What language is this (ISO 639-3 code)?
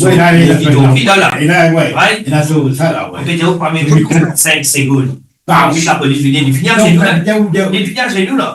mfe